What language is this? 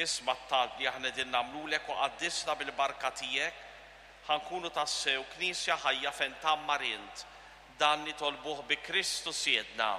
Maltese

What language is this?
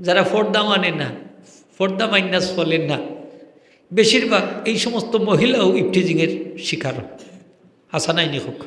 Sylheti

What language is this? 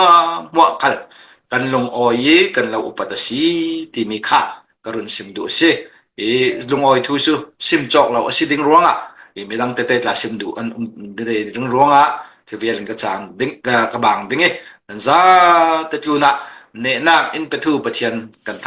Hakha Chin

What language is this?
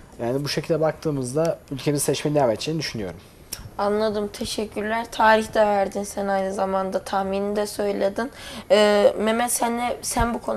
Turkish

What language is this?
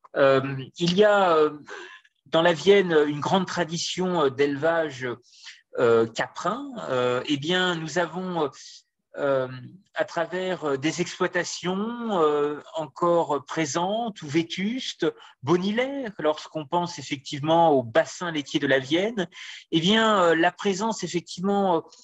French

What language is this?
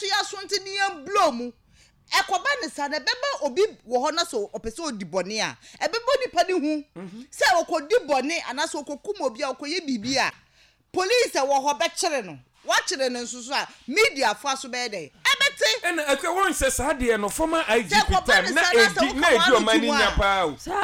Akan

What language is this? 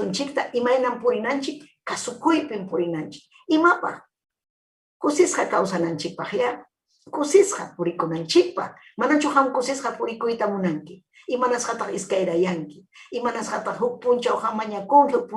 Ayacucho Quechua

